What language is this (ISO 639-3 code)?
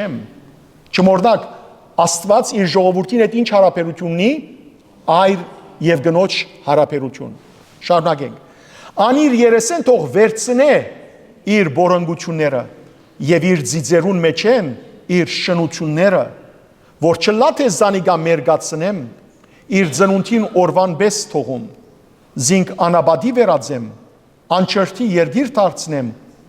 hyw